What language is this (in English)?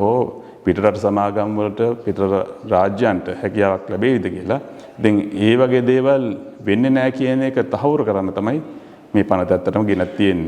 Sinhala